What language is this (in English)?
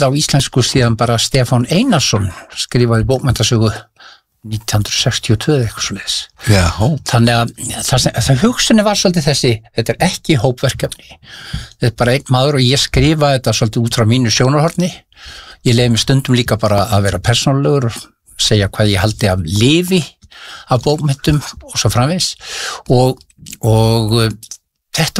Icelandic